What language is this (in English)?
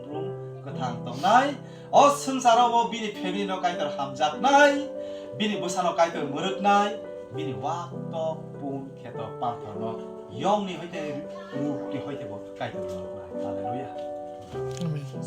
Kok Borok